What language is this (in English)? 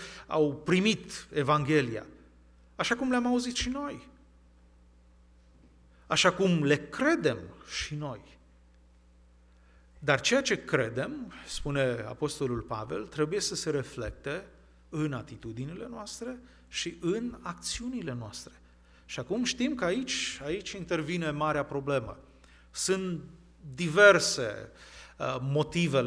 Romanian